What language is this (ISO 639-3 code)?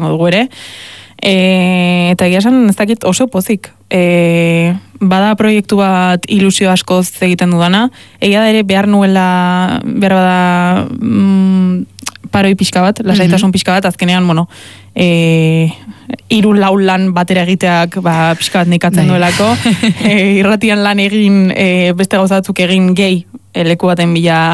eus